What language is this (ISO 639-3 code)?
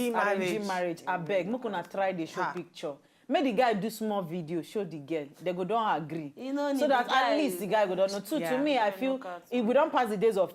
pcm